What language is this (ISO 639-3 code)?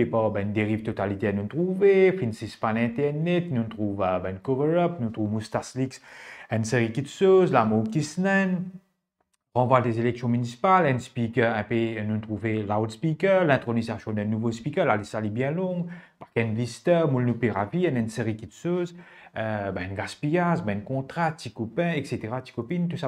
mfe